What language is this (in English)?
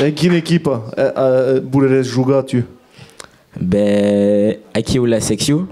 Occitan